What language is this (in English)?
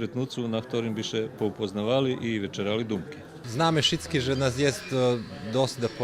Rusyn